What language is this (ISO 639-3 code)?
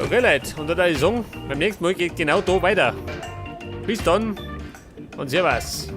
bar